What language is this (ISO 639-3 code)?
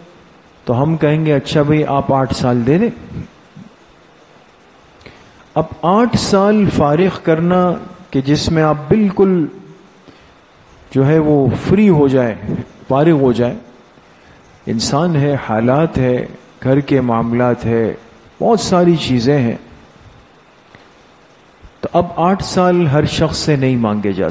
urd